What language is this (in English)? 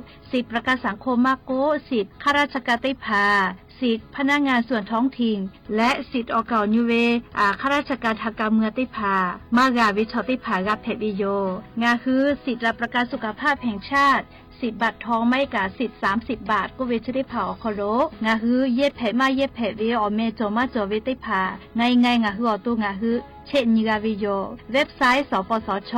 Lahu